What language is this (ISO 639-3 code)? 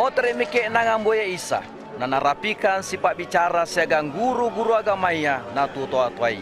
mak